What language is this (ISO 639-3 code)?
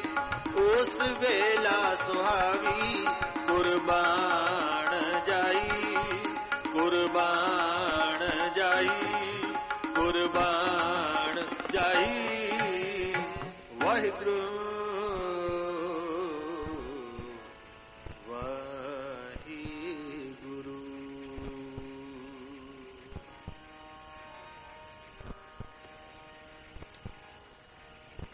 pan